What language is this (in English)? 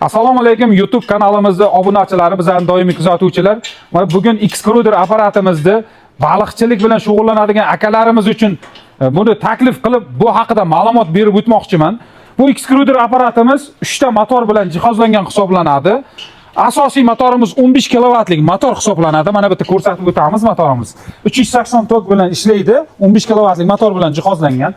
Uzbek